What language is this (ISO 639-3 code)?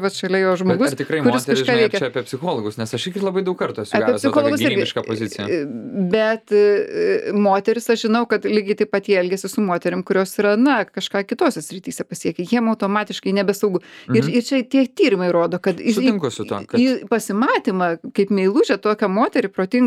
lit